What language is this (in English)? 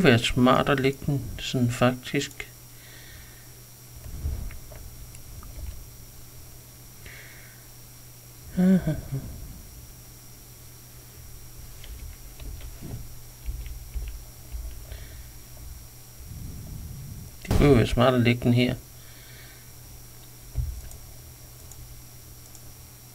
Danish